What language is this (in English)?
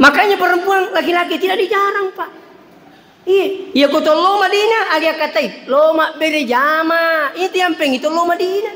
Buginese